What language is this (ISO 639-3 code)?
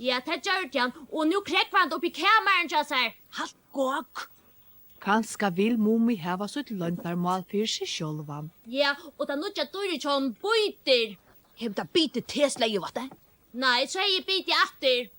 fao